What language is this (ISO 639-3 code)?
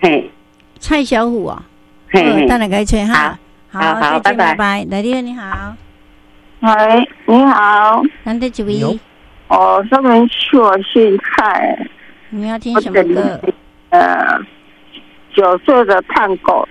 nan